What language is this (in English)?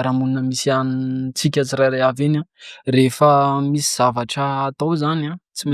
Malagasy